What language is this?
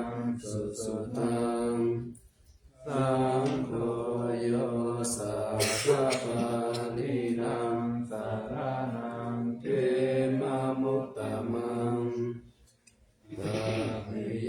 Pali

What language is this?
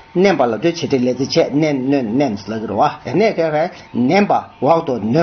Tibetan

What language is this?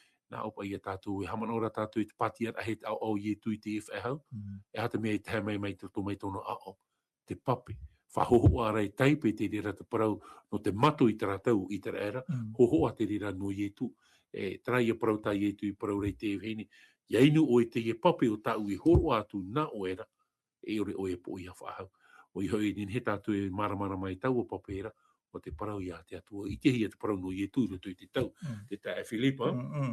Tahitian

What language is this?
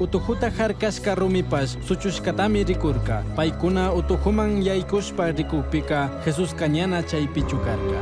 Chimborazo Highland Quichua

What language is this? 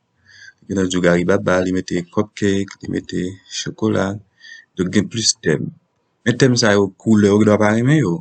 Haitian Creole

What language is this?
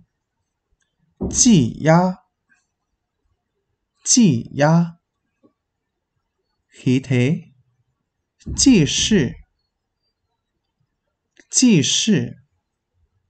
Vietnamese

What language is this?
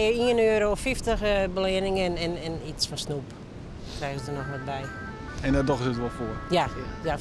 Western Frisian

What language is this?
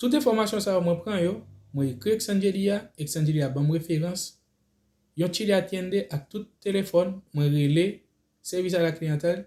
Haitian Creole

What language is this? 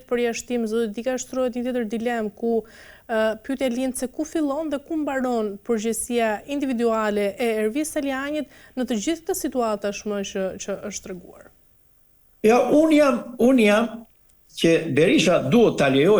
Albanian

